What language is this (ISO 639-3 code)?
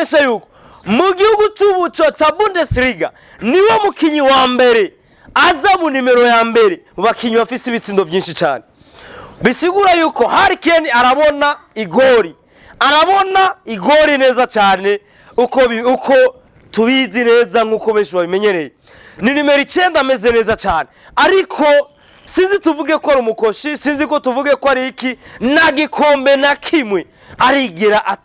run